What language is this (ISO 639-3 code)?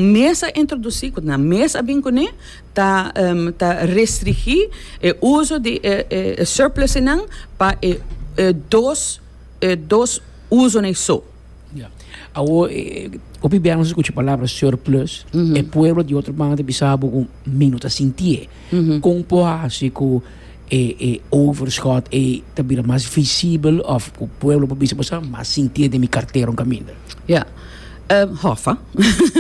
pap